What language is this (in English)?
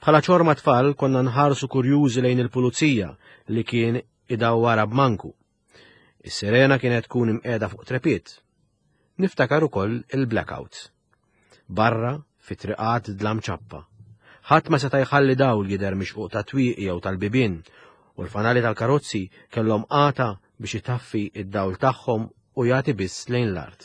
Maltese